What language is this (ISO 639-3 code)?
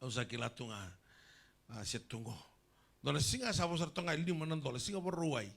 fij